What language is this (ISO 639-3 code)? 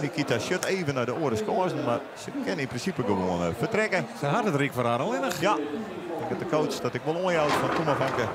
fry